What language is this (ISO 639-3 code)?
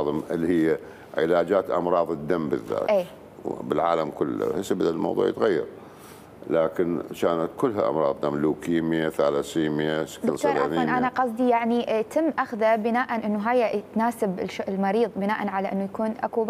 acm